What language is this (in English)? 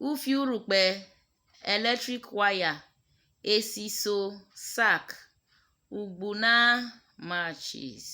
Urhobo